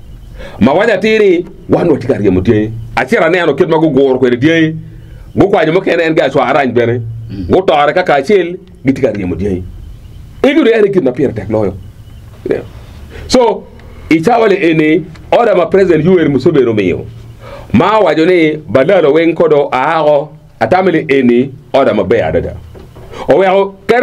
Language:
Acoli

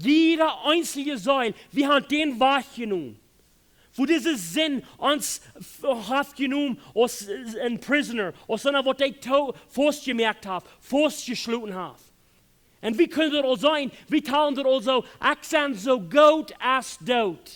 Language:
Plautdietsch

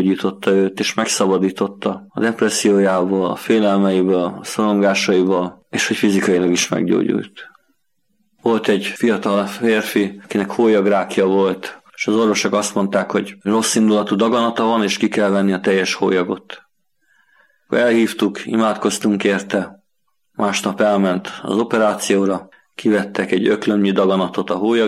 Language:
Hungarian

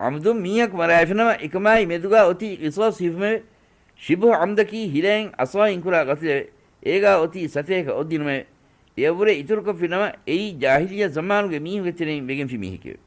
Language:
Divehi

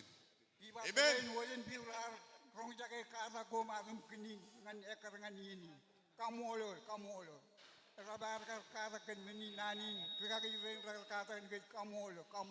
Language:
Marshallese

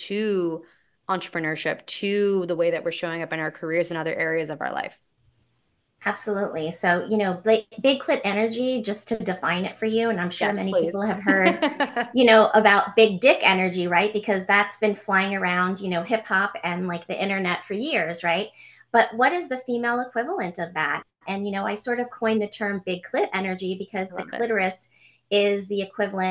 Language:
English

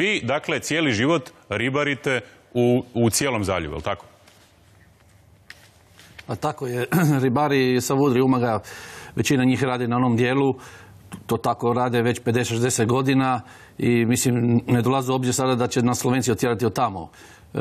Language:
Croatian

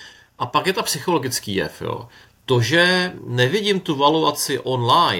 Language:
Czech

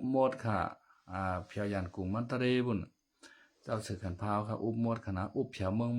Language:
Shan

